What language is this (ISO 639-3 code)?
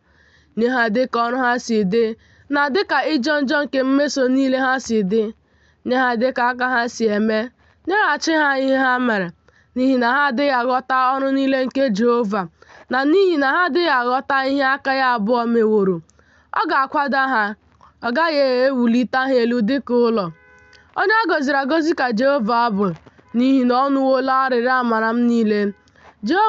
ibo